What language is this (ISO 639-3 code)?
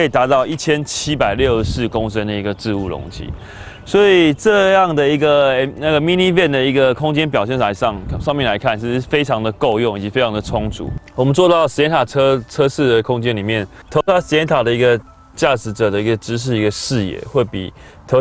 zho